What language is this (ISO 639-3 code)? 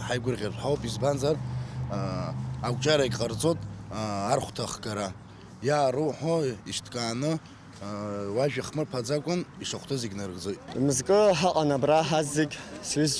abk